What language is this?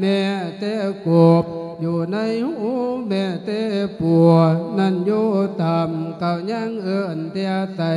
Lao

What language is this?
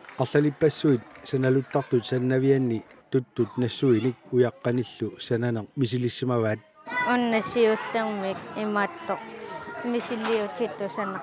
Kalaallisut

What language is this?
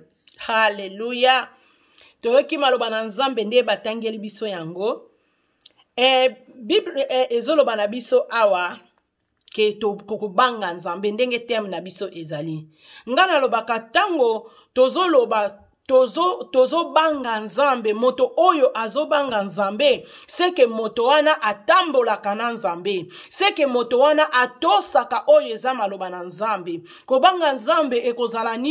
Lingala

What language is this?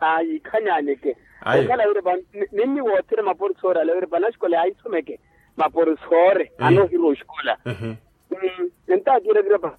Makhuwa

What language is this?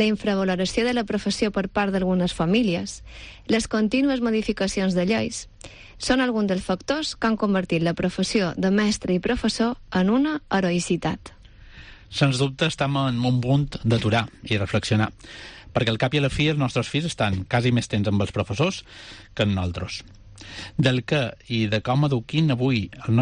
Catalan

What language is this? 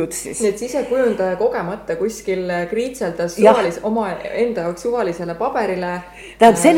Estonian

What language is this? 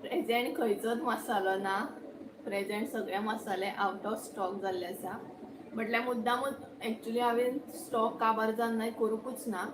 Konkani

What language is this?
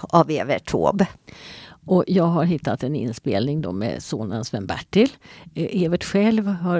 Swedish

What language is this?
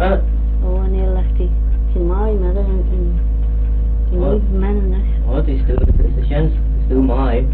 Manx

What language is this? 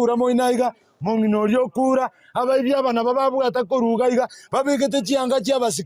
Gusii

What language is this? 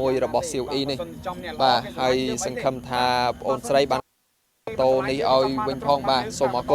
Khmer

